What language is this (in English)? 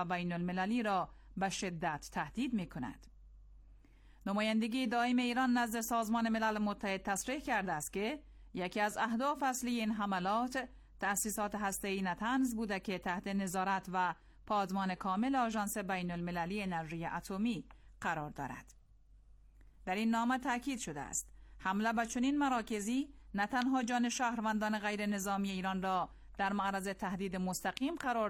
Persian